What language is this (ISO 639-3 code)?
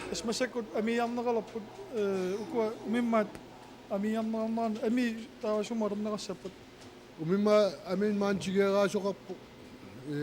kal